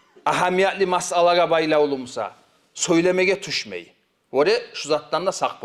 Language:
Kumyk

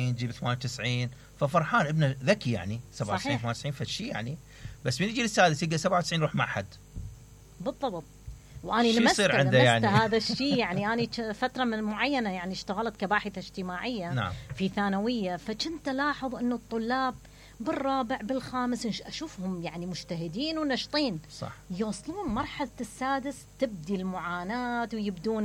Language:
Mesopotamian Arabic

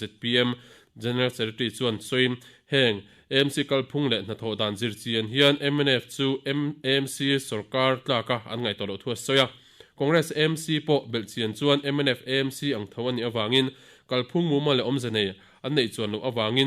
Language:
Mizo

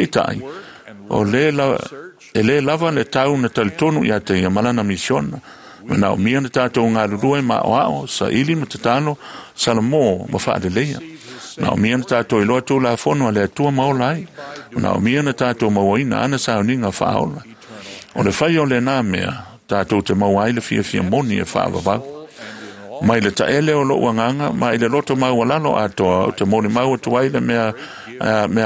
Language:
Samoan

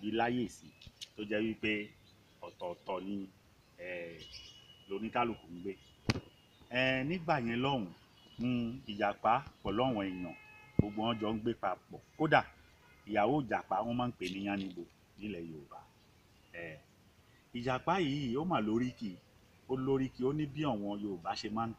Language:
Yoruba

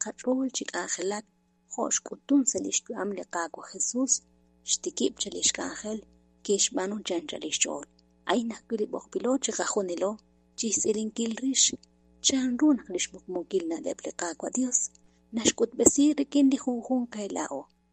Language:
Kekchí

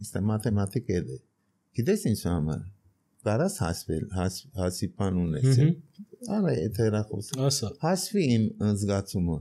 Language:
Armenian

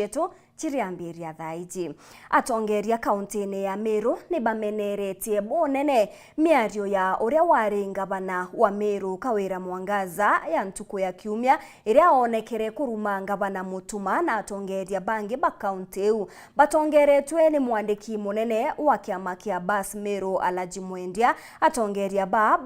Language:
Meru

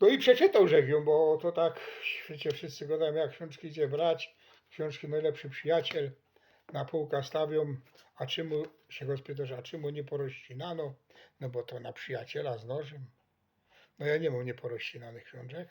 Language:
Silesian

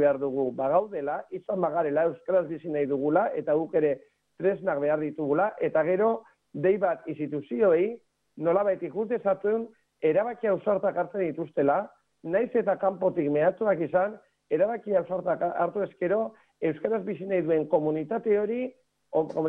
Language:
Basque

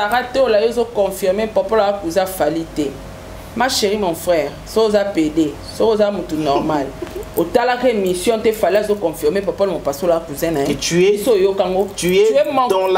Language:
Lingala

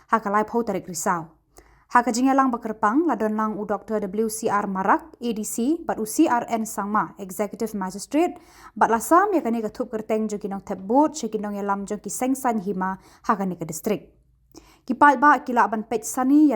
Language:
Khasi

